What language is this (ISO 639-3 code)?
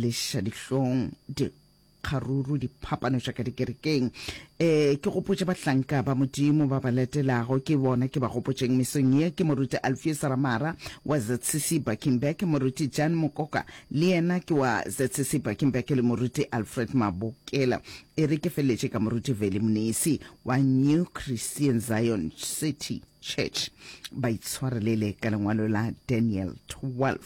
nso